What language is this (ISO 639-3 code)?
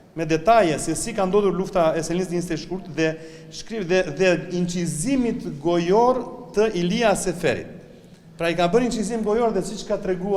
sqi